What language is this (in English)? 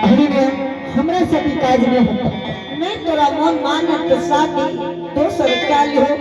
Angika